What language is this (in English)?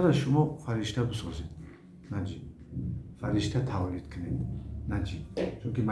Tajik